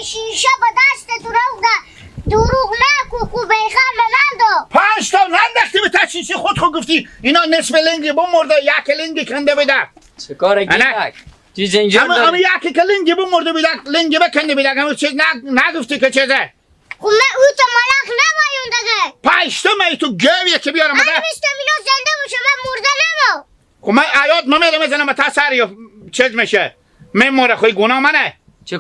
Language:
Hazaragi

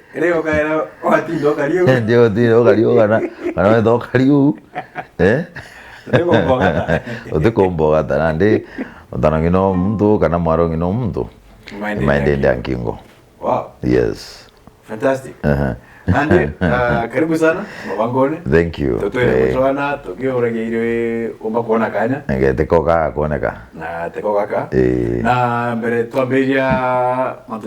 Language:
Meru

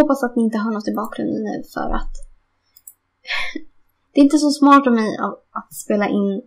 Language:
Swedish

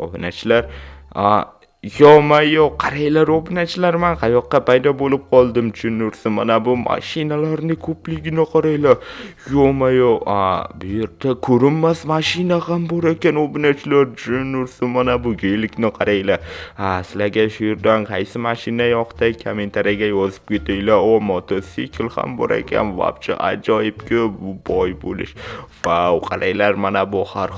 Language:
Uzbek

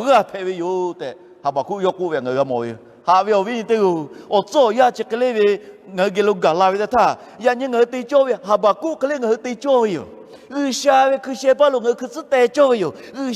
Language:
Lahu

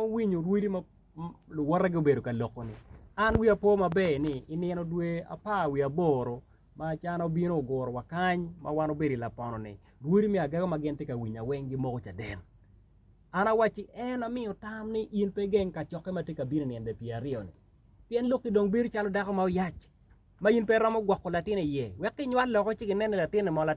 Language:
Acoli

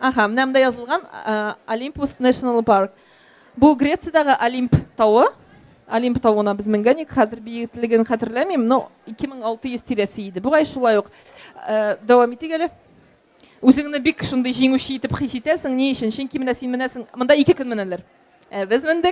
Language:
Tatar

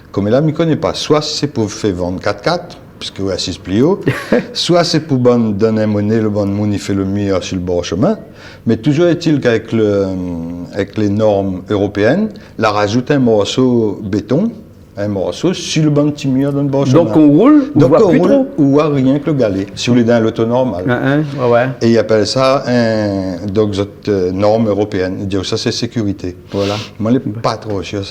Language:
Réunion Creole French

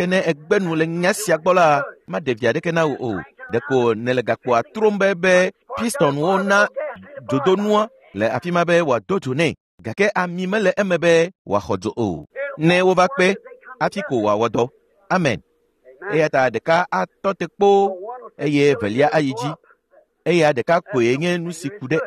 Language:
Ewe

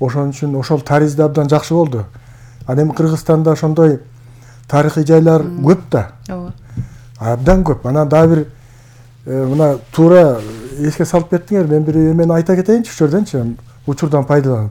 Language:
Kyrgyz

